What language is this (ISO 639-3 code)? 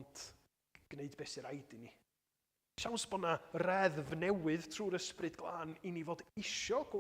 cym